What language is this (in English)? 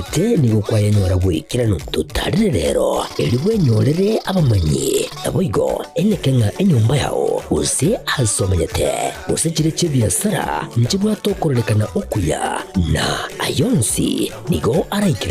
Gusii